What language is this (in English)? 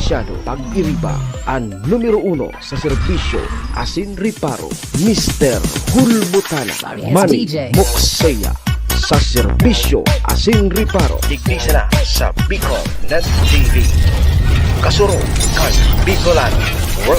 Bikol